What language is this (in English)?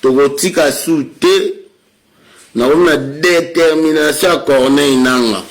Lingala